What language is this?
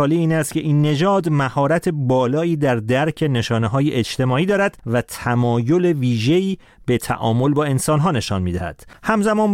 Persian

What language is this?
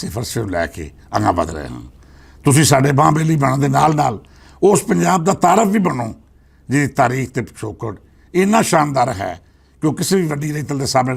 Western Panjabi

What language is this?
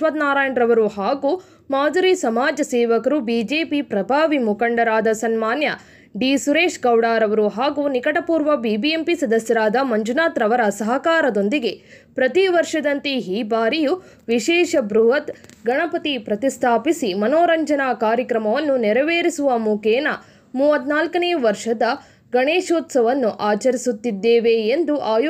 Kannada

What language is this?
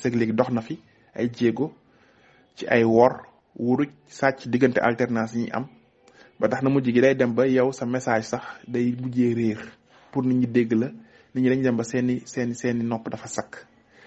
Wolof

